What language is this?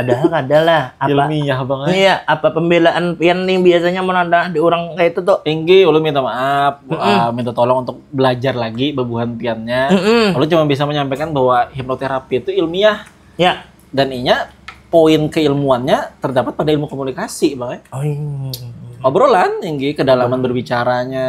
Banjar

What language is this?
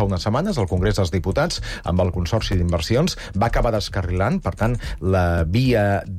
Catalan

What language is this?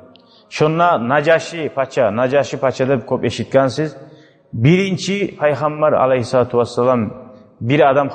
Kumyk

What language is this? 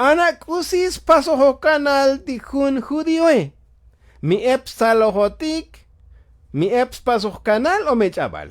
Tzotzil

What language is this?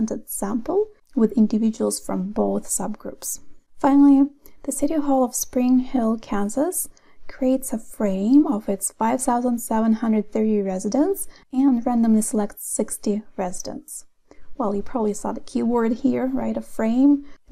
English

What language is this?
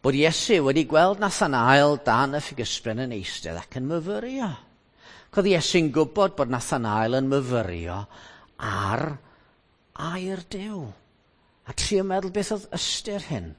Welsh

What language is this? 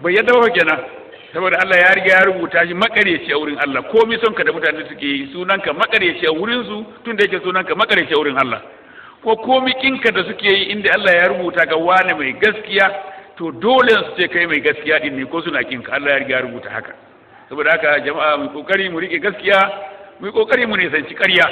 Hausa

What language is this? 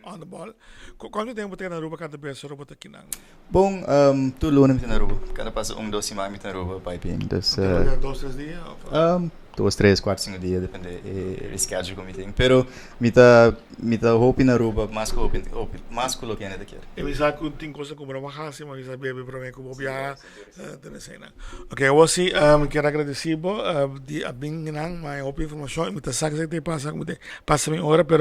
Papiamento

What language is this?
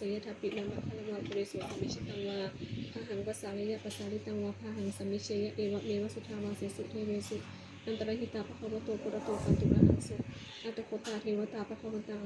Pali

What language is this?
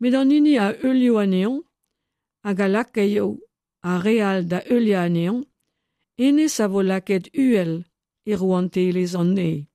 Breton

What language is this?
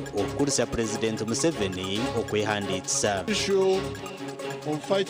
Nyankole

